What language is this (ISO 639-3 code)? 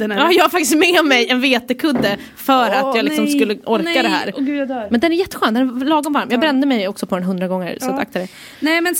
swe